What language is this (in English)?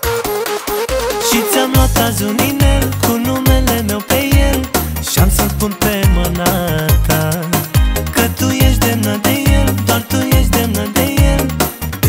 Romanian